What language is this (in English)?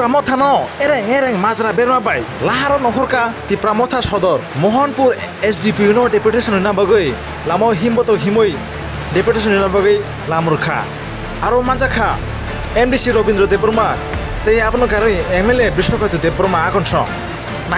Kok Borok